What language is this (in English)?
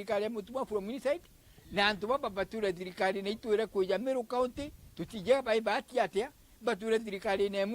Meru